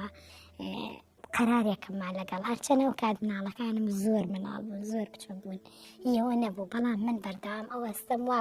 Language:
Central Kurdish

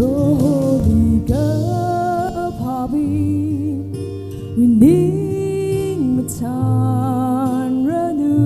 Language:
Tangkhul Naga (India)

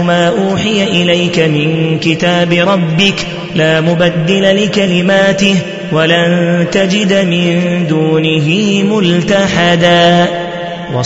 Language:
Arabic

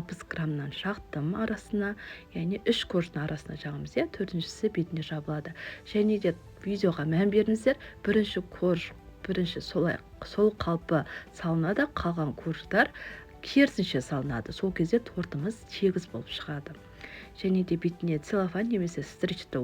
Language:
Kazakh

